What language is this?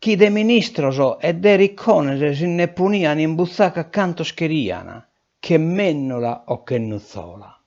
Sardinian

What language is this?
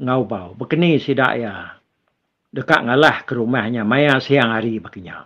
Iban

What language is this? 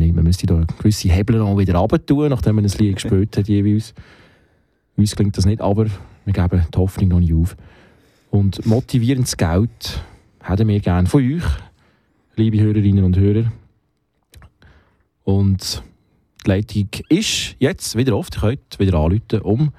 German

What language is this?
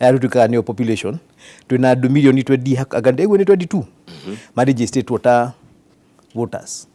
Kikuyu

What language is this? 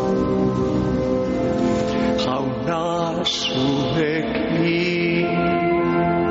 Basque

